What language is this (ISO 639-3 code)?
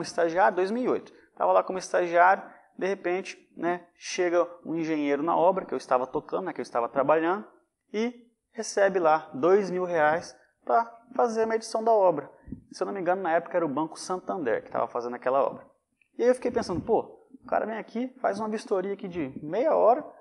por